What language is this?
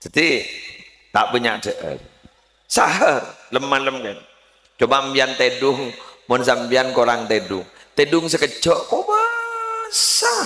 Madurese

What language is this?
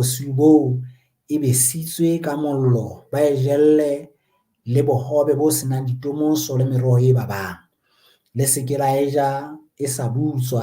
Southern Sotho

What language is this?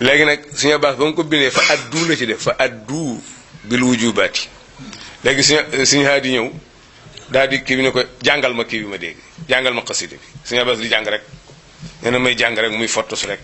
Wolof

